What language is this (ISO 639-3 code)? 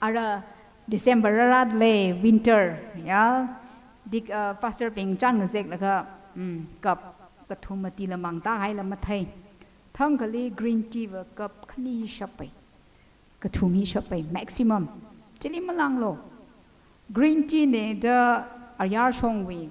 nmf